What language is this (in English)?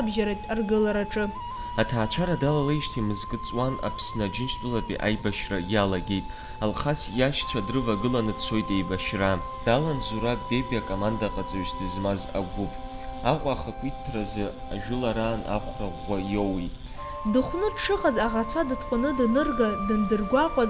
Abkhazian